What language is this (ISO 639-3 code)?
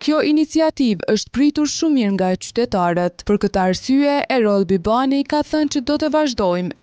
sqi